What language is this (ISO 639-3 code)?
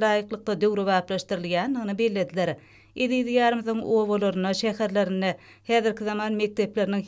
tuk